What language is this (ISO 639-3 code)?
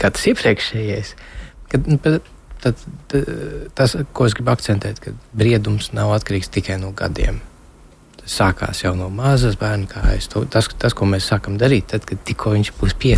lav